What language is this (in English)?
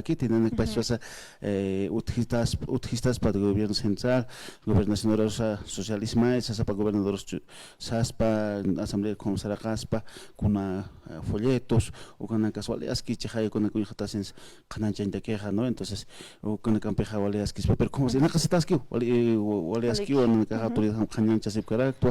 Aymara